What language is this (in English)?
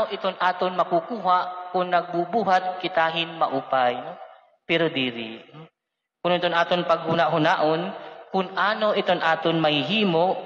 Waray